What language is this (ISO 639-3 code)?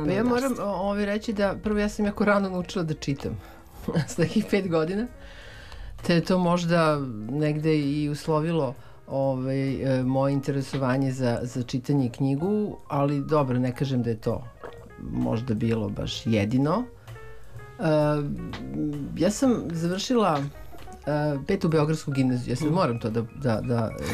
srp